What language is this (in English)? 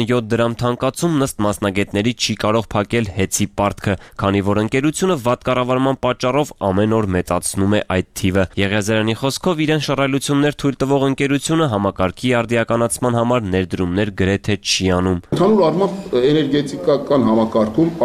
Armenian